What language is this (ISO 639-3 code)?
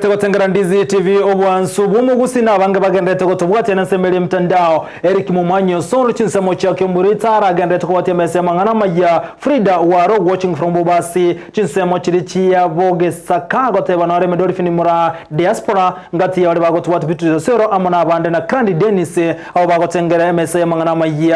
guz